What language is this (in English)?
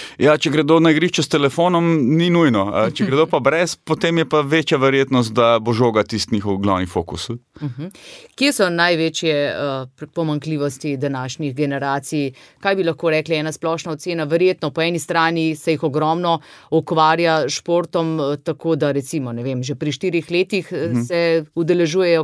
Slovenian